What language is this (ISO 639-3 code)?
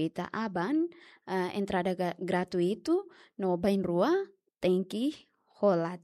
tet